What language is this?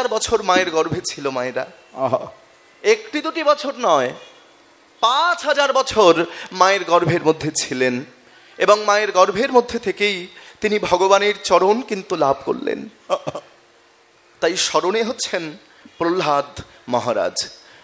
Bangla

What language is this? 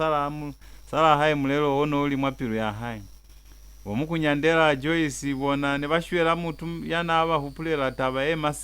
Lozi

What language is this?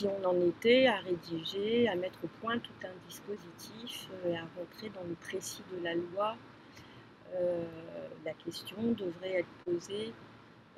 French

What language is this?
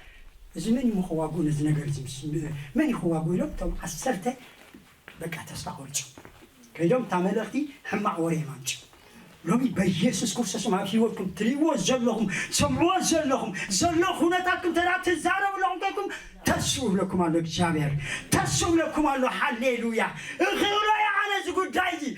Tigrinya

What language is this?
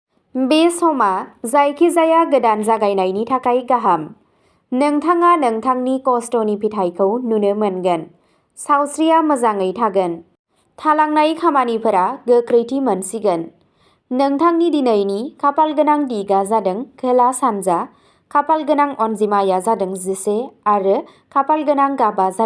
Bodo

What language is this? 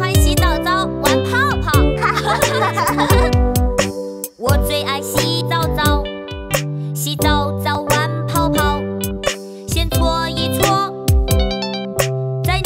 Chinese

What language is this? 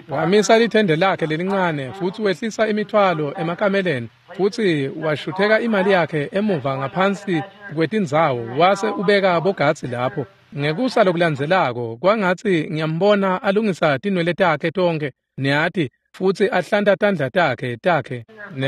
Swati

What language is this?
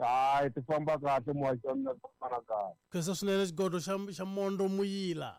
Tsonga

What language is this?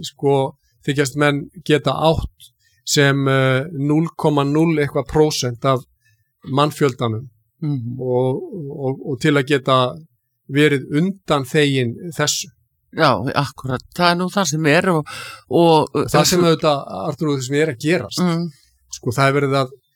Icelandic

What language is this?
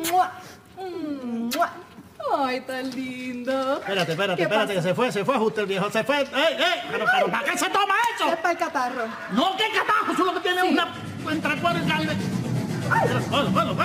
Spanish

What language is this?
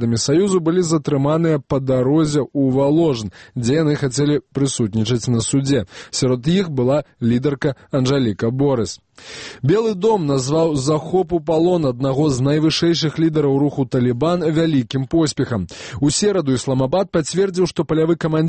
Belarusian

